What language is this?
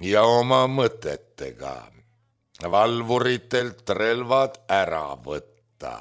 Estonian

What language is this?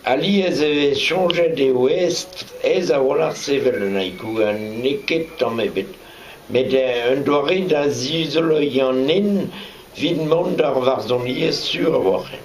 Breton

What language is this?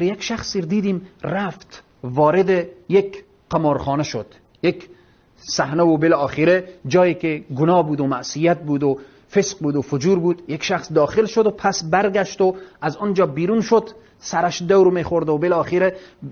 Persian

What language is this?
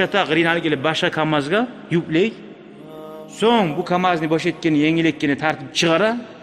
Kumyk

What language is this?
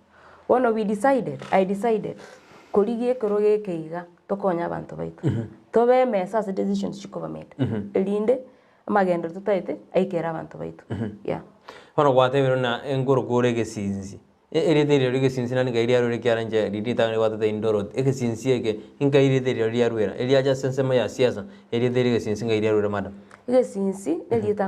Gusii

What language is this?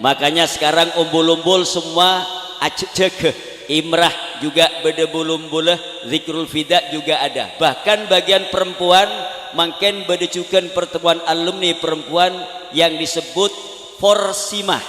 Madurese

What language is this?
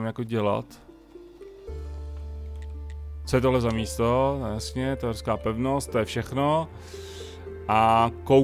Czech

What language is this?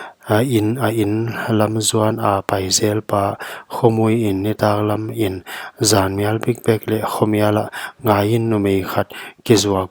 Paite Chin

